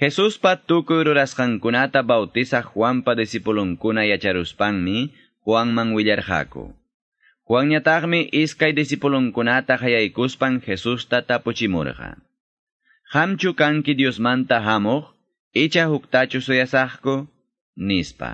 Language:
Quechua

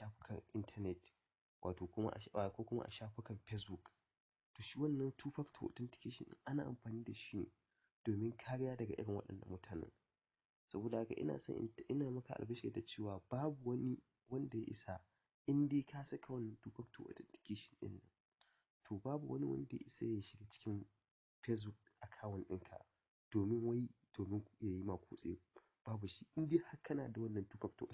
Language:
Hausa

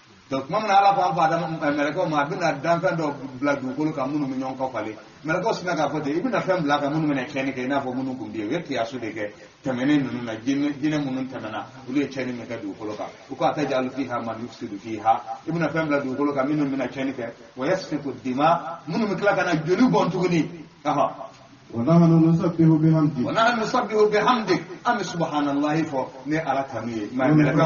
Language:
Bambara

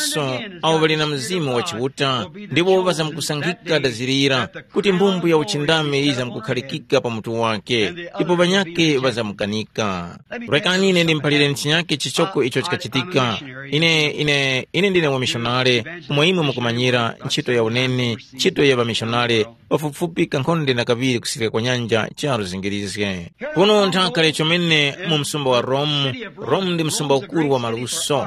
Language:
Tumbuka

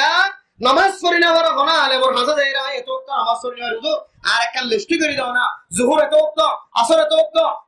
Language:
Rohingya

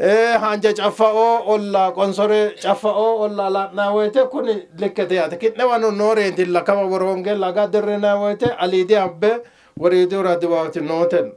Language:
Sidamo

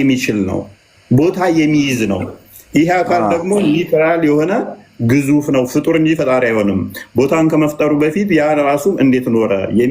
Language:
Amharic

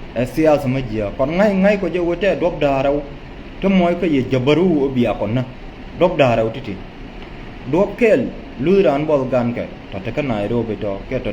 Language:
Nuer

